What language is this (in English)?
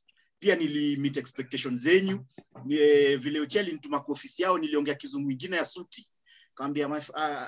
Swahili